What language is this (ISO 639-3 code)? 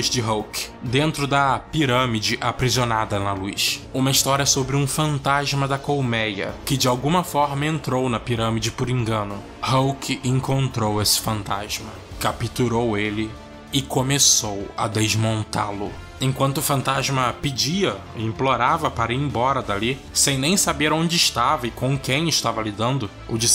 por